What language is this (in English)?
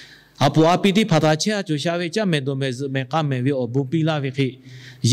Lahu